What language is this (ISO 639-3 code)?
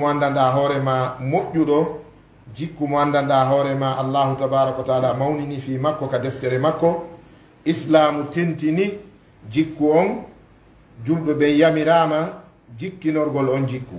ful